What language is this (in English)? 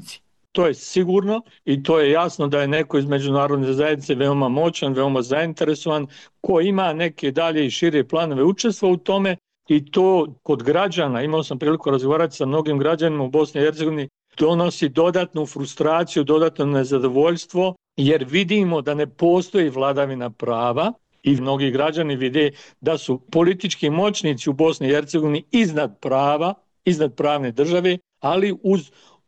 Bosnian